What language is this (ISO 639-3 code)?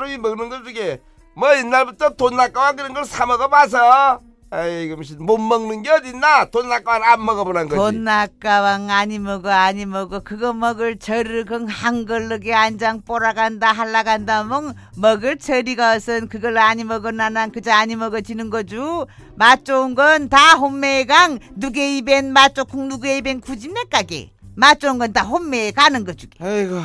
kor